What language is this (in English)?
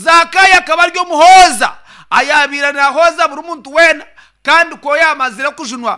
Nyankole